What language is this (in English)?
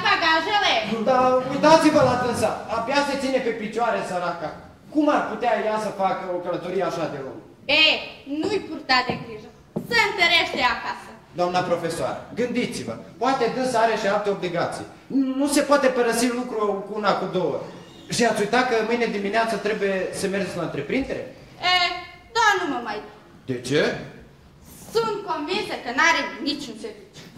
Romanian